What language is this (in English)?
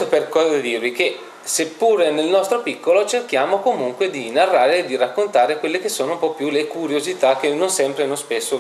Italian